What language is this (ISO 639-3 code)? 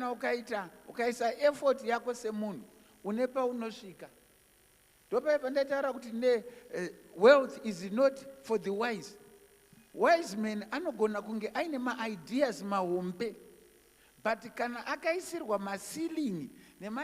sna